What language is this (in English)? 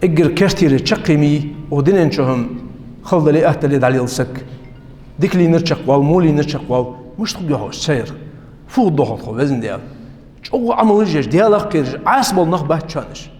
Ingush